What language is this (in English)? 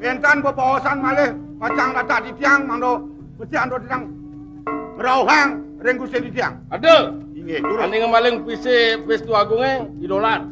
Balinese